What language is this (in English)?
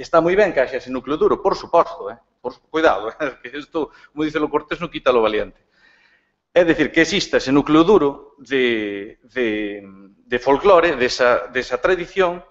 Galician